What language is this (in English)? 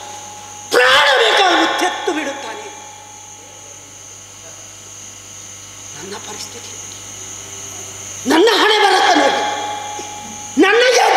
Kannada